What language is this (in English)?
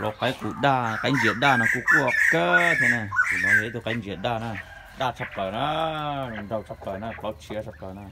Hmong